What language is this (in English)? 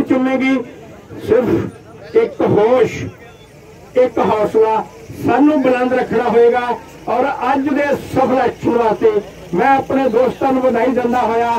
Punjabi